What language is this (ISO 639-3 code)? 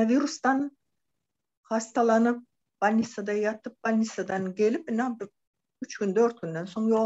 tuk